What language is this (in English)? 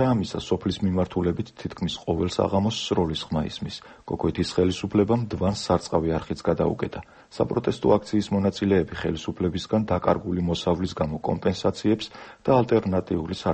Georgian